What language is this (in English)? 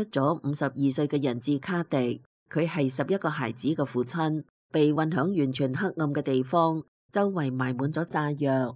Cantonese